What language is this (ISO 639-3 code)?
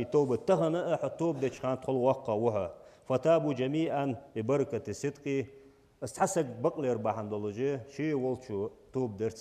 inh